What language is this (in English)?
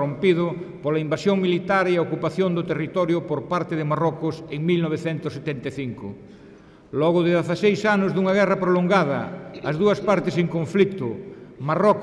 Galician